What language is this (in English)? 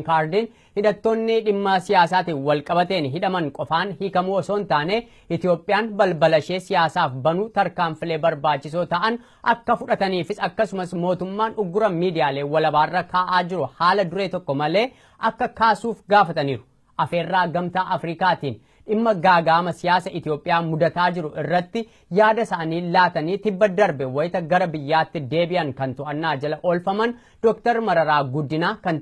Oromo